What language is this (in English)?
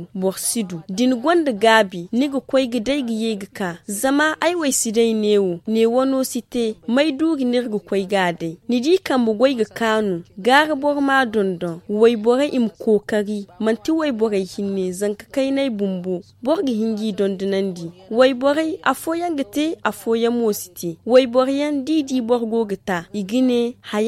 Zarma